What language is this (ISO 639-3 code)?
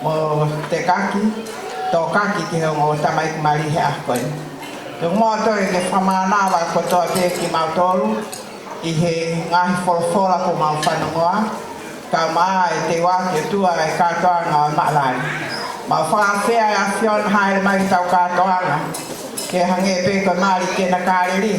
ton